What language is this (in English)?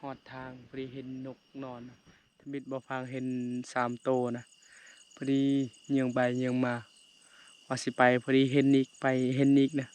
Lao